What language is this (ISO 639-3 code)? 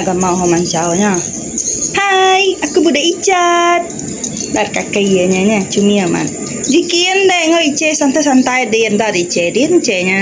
iba